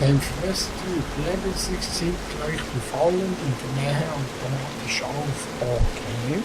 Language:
Swiss German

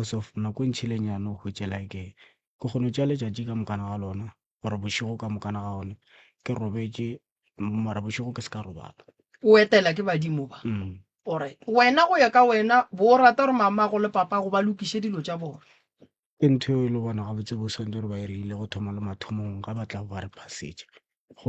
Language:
Northern Sotho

